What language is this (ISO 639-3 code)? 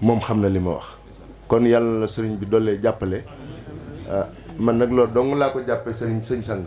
wol